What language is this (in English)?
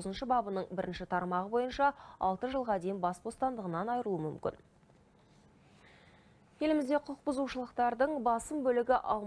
Kazakh